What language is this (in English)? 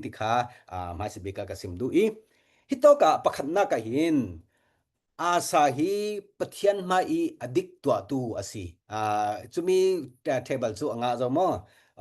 Falam Chin